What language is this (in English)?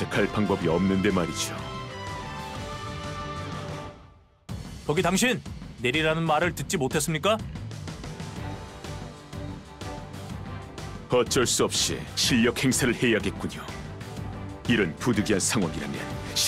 Korean